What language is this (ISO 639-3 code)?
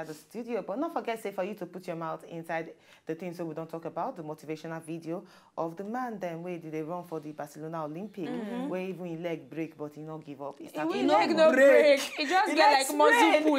pcm